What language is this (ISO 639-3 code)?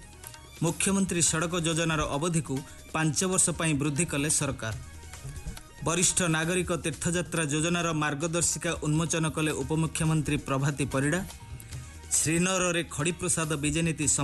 ori